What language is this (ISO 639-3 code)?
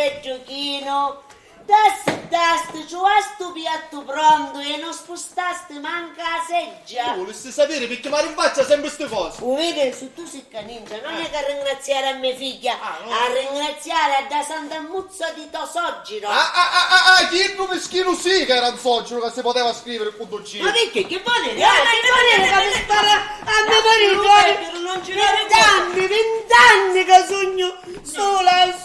scn